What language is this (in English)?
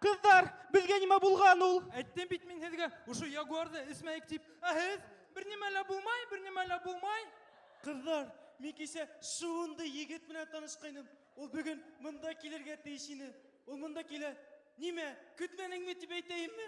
Bashkir